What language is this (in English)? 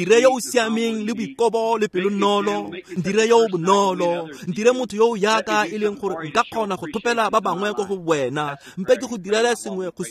Tswana